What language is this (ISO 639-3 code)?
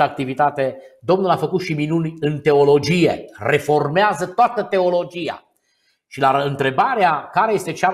ron